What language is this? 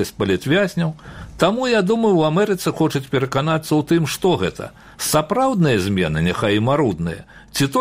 Belarusian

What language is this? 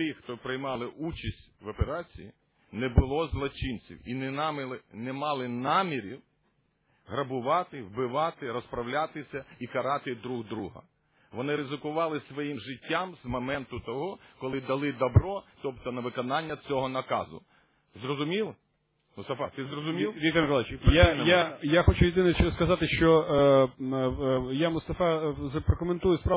Ukrainian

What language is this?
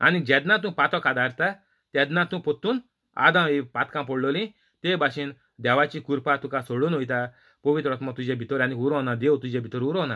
Konkani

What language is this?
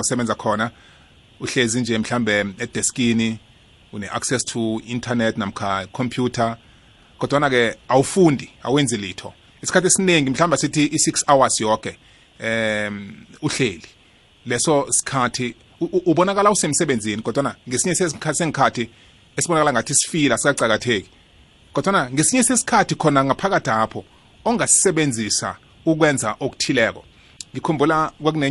South Ndebele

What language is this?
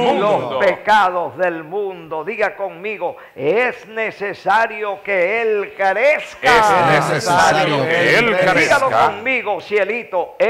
Spanish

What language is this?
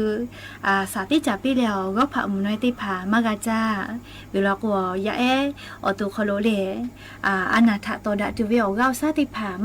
Lahu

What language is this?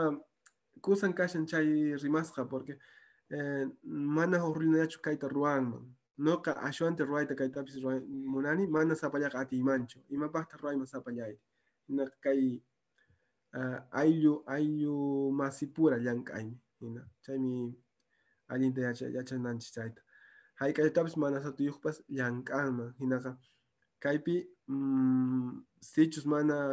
Quechua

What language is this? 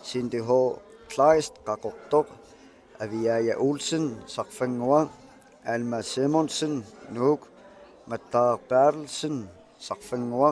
Kalaallisut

